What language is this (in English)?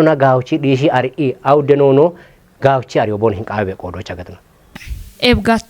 Kafa